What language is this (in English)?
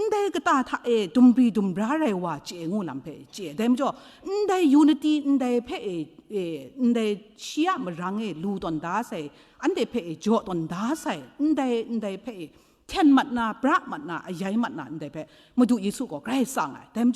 Kachin